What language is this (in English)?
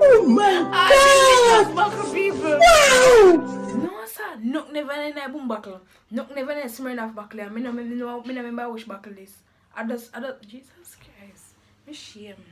Jamaican Creole English